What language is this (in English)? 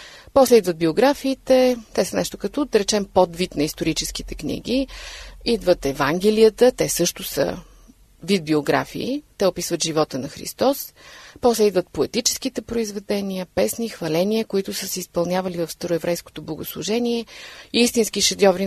Bulgarian